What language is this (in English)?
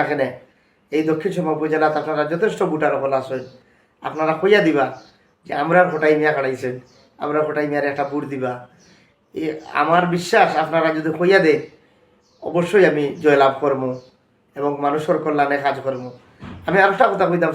Sylheti